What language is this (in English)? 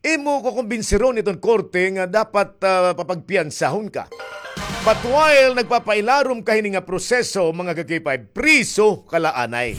Waray